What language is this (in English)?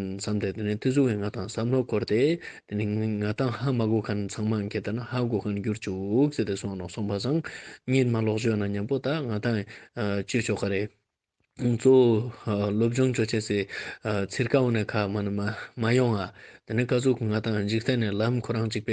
Ladakhi